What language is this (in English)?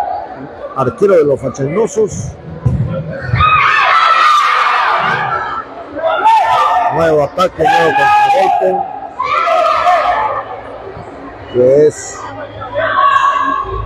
Spanish